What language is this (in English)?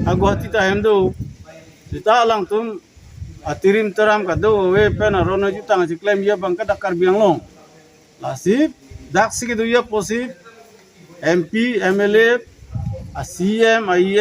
Karbi